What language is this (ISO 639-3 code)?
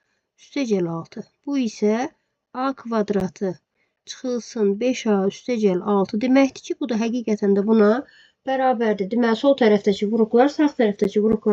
aze